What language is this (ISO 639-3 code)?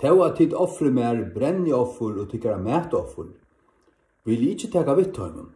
fao